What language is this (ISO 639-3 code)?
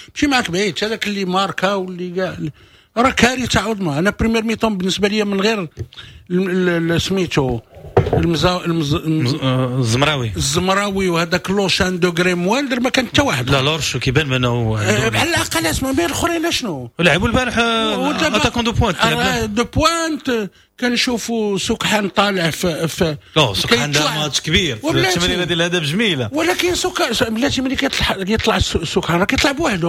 ary